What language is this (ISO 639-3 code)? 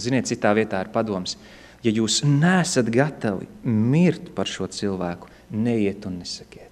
lav